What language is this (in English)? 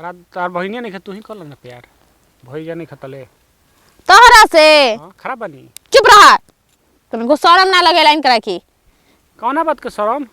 Bhojpuri